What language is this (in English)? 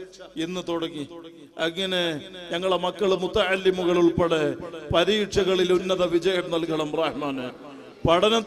Malayalam